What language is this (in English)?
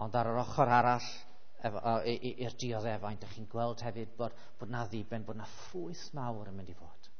Welsh